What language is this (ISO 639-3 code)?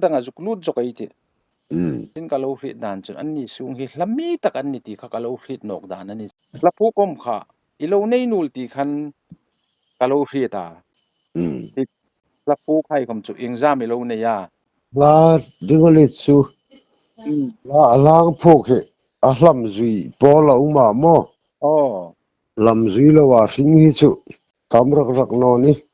hmr